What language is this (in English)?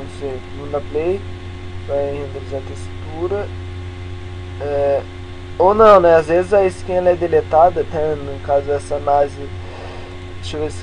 Portuguese